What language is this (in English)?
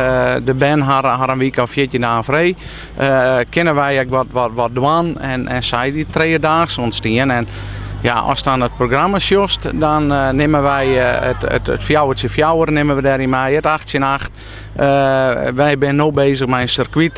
Western Frisian